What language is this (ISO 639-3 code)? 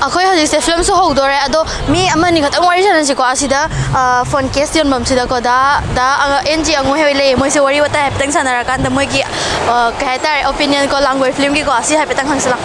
mni